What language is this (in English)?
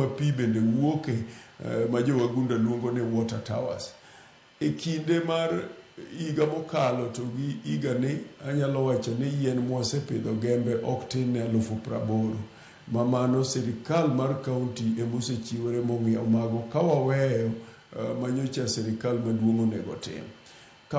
Luo (Kenya and Tanzania)